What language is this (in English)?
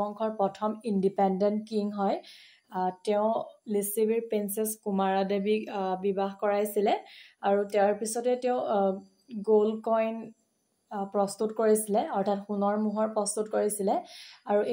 Assamese